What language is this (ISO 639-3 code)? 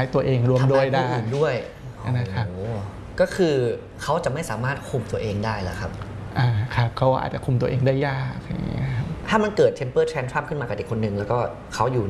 tha